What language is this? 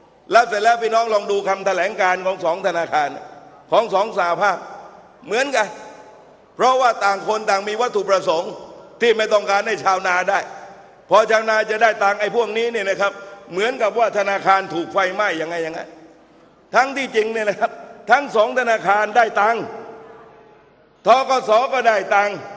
Thai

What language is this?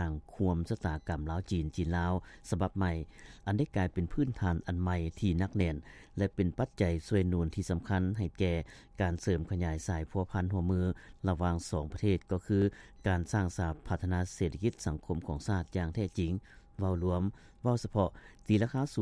Lao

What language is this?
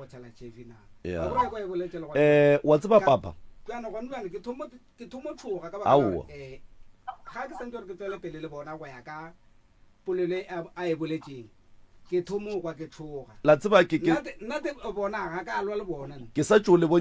Northern Sotho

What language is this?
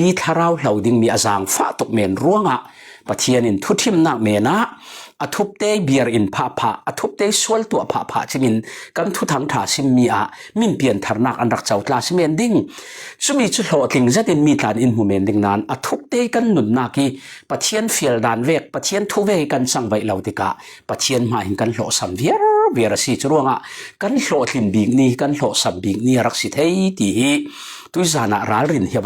Falam Chin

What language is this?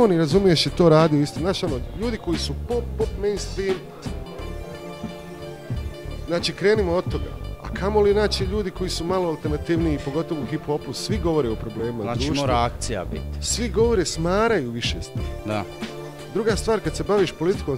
Croatian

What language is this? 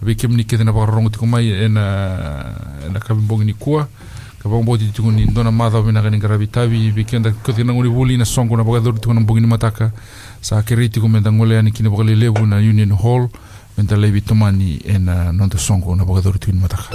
Fijian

